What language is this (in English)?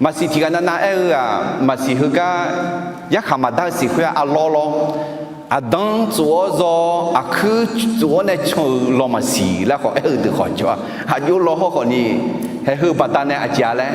Akha